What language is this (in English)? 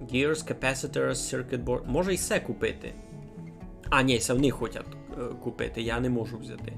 Rusyn